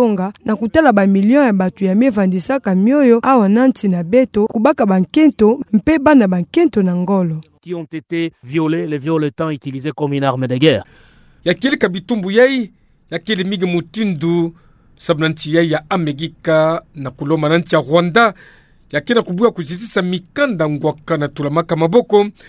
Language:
Kituba (Democratic Republic of Congo)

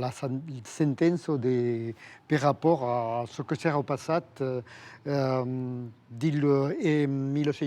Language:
Occitan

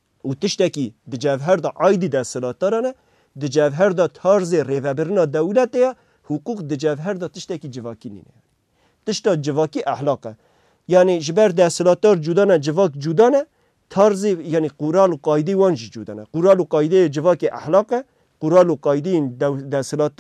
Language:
Kurdish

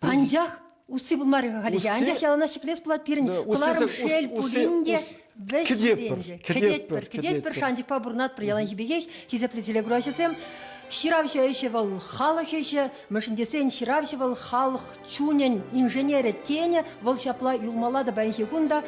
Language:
Chuvash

